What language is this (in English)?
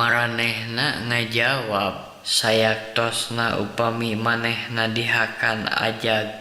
Sundanese